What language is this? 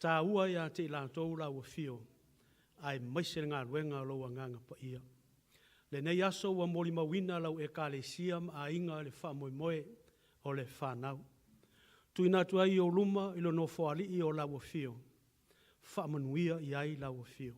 Samoan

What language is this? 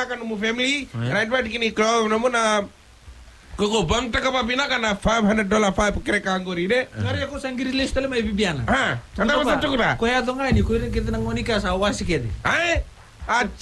Fijian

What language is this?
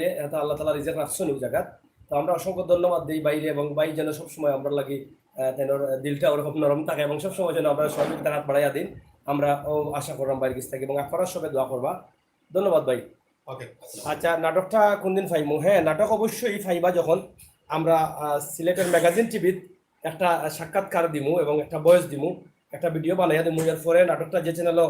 Sylheti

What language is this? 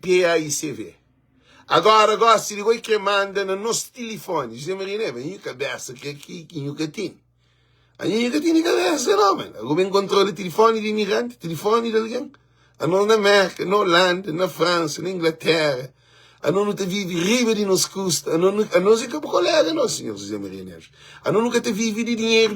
Kabuverdianu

